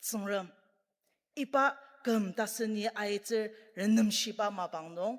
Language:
Ao Naga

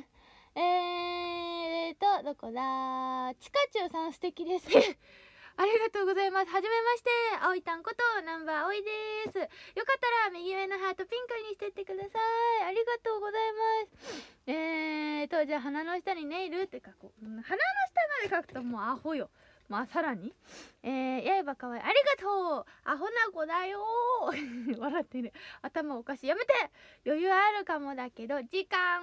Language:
Japanese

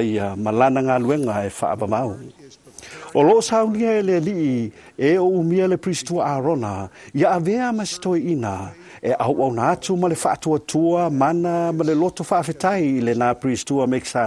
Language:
Samoan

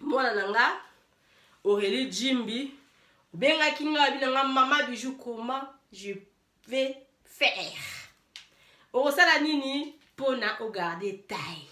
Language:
Lingala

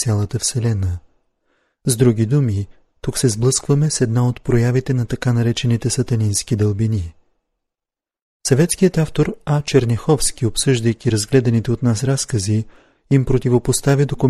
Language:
Bulgarian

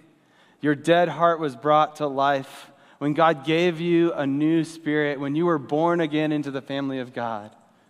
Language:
English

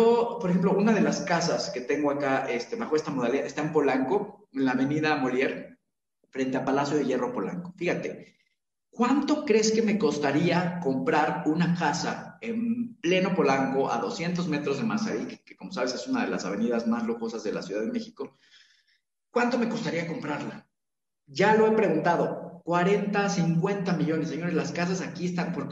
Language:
Spanish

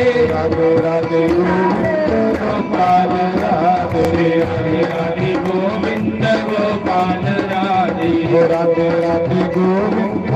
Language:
Dogri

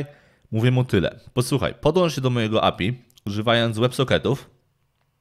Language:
Polish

